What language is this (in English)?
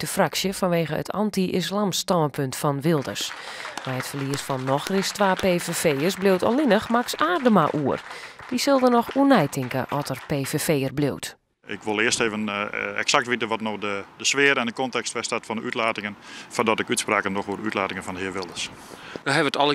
Western Frisian